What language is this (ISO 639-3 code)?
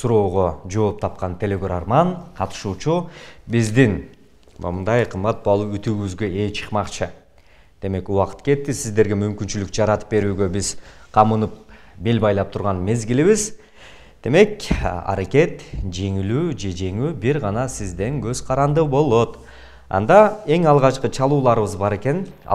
kir